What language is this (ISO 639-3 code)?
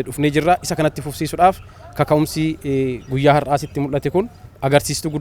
orm